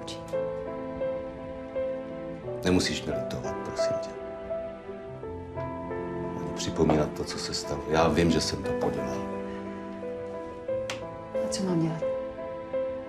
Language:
Czech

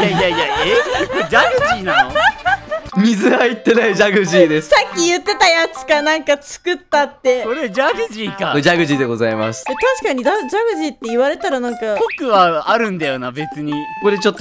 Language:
Japanese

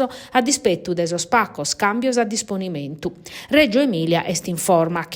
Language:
Sardinian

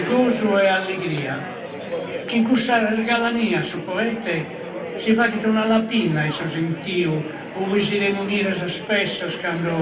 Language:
Sardinian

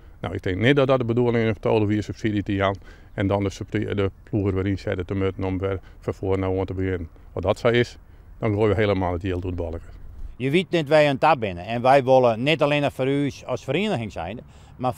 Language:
Western Frisian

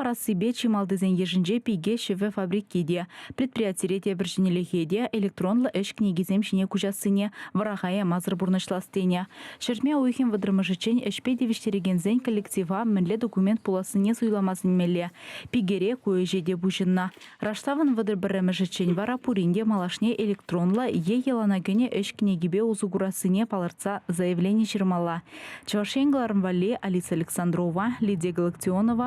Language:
Chuvash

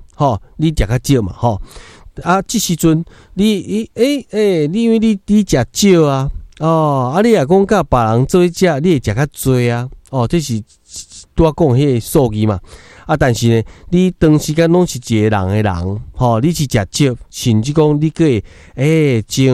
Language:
Min Nan Chinese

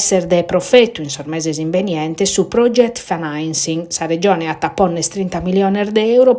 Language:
Sardinian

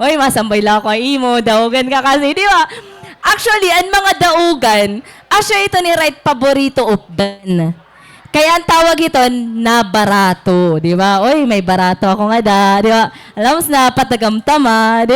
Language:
Waray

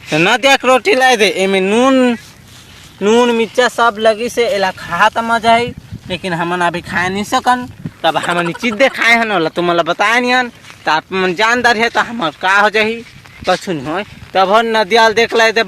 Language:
Chhattisgarhi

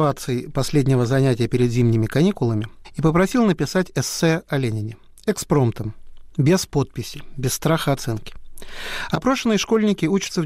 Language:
Russian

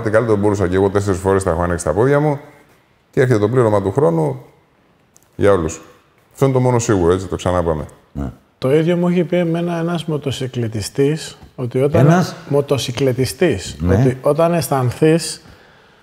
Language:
Greek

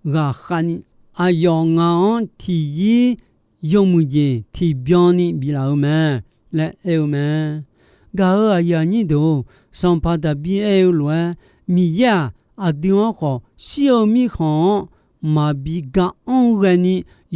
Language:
Akha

